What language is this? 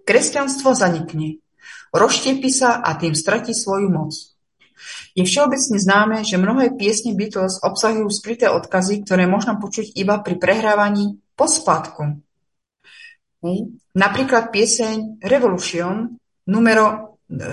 Slovak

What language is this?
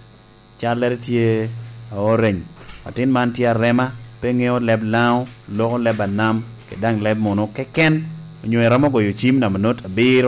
Lango (Uganda)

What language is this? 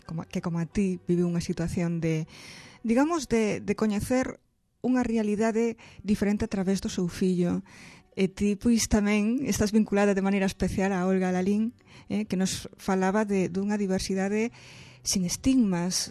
Galician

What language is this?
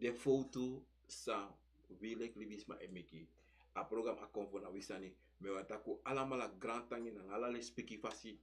Sranan Tongo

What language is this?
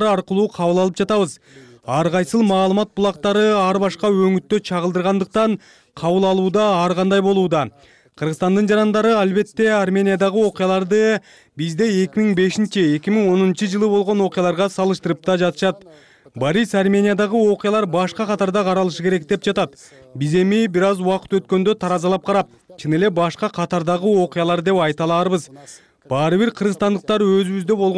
Kyrgyz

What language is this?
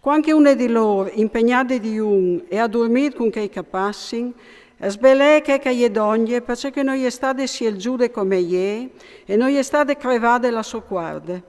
Friulian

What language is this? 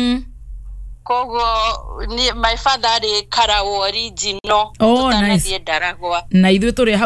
Kikuyu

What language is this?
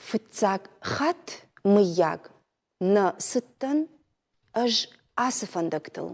Ossetic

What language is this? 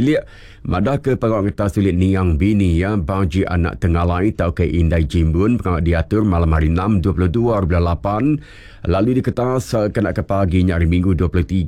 Iban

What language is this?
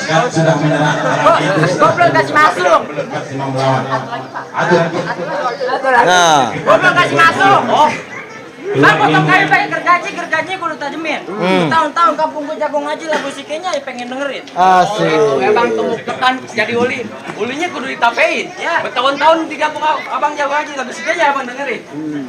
Betawi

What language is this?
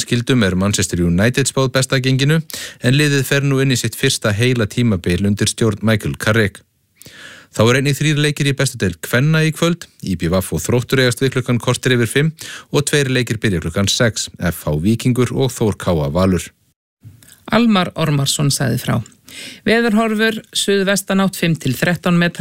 Icelandic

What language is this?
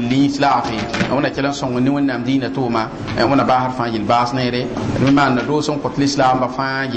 Mossi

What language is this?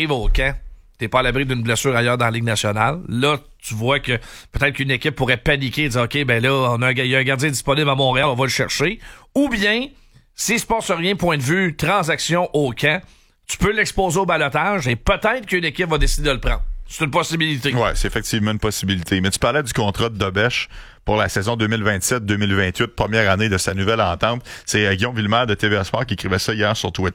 French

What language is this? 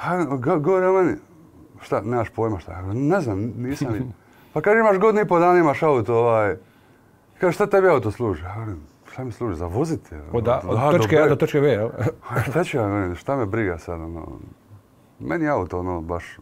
Croatian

